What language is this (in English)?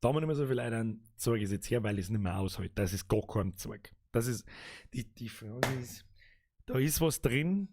Bavarian